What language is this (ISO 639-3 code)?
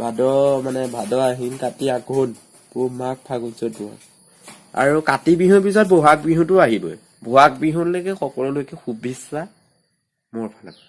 asm